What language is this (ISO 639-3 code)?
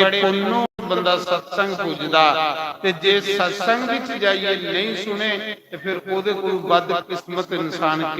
doi